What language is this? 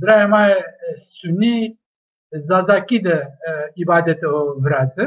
Zaza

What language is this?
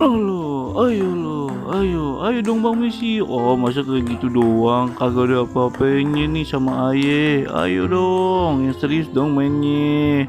Betawi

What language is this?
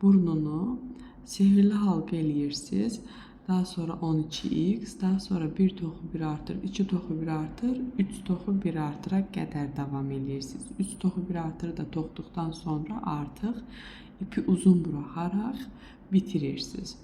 Azerbaijani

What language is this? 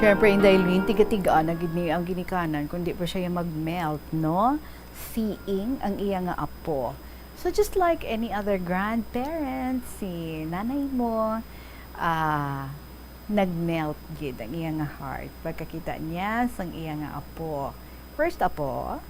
Hiligaynon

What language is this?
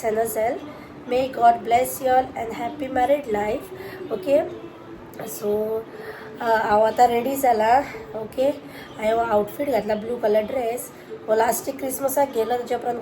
Konkani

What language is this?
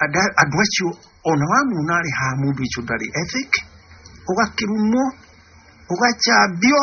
Kikuyu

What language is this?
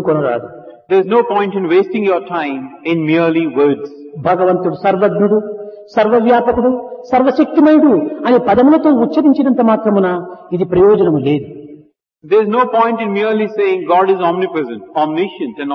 Telugu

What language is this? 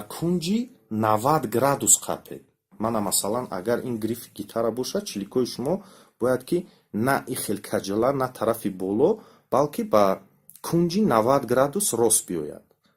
Tajik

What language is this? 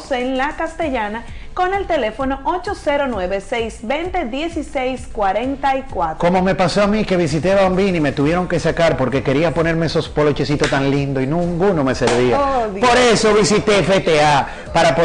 Spanish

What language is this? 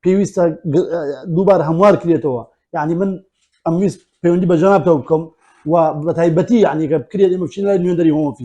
Central Kurdish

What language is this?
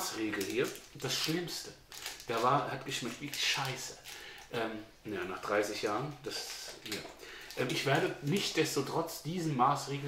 German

